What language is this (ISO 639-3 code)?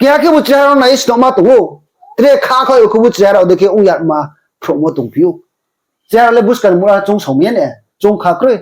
ria